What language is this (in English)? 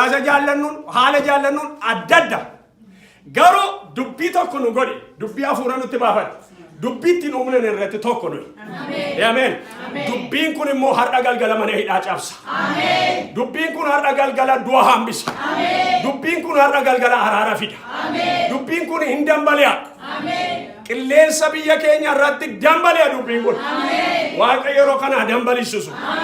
Oromo